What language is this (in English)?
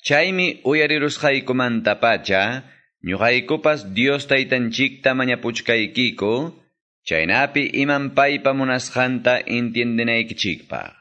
Quechua